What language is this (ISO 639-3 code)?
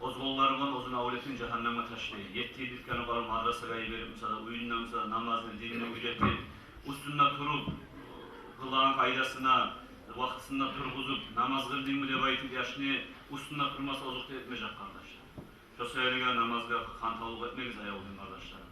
kum